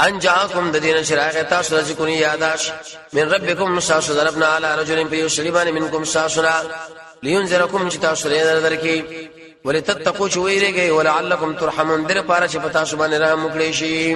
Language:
Pashto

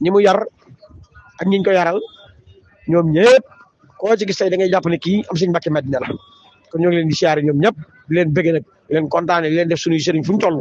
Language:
Wolof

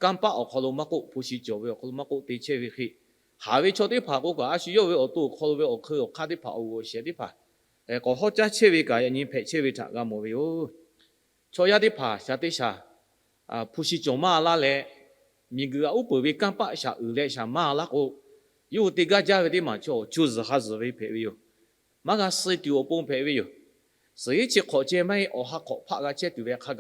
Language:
Lahu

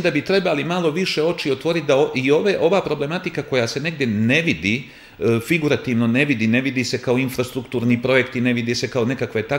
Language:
Serbian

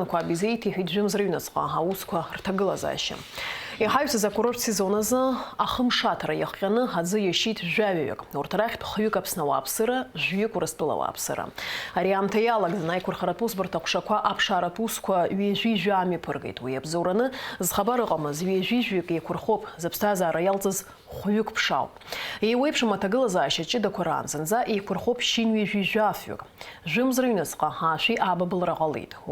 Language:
Abkhazian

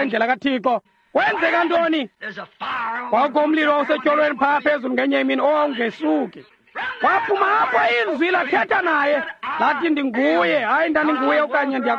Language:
Xhosa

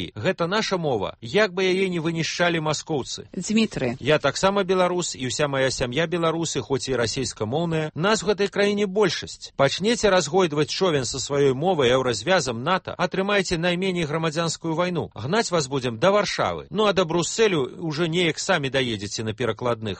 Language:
Belarusian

